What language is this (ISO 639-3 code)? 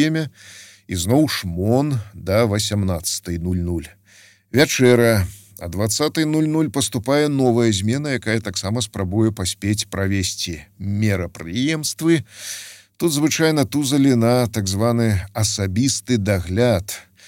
bel